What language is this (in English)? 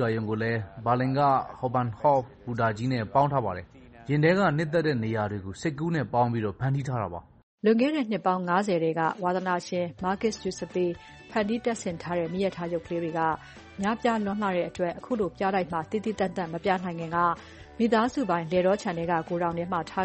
Burmese